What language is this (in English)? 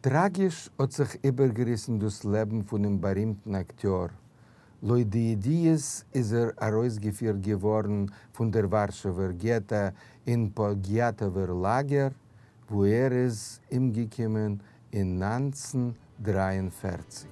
Yiddish